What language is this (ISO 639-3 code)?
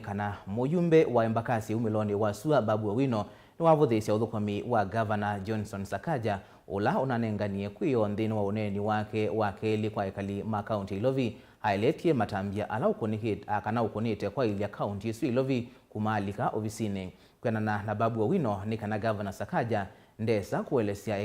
kam